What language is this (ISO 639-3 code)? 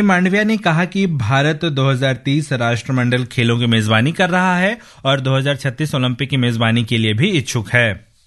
hin